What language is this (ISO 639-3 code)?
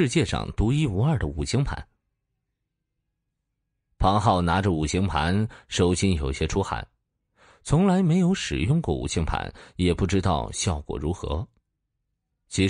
zho